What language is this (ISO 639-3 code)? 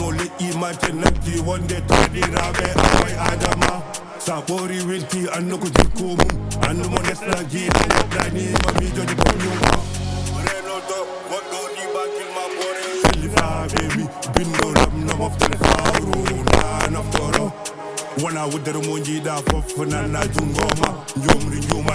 ful